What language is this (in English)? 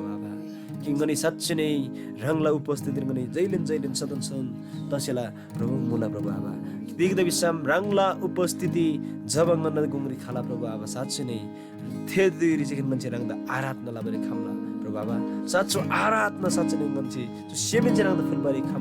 Eastern Tamang